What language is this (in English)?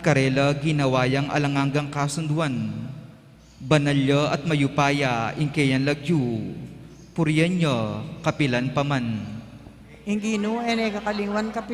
Pampanga